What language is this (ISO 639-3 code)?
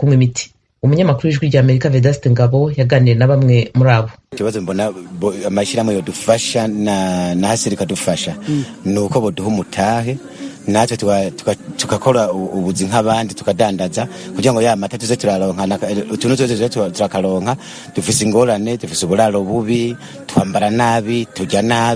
run